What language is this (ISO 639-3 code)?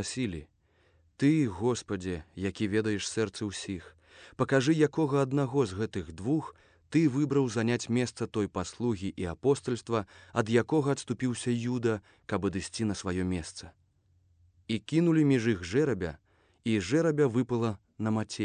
bel